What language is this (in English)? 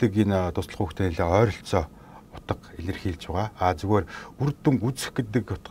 Mongolian